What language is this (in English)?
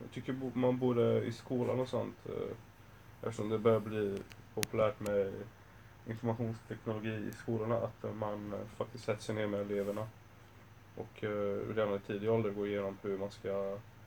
Swedish